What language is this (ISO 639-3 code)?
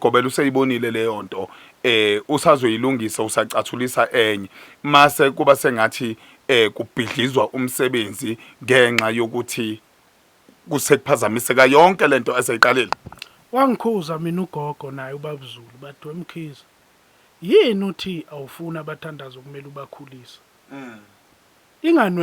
zul